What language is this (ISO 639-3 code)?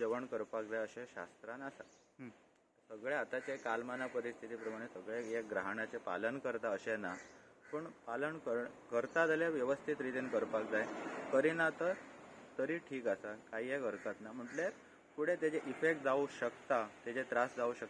kok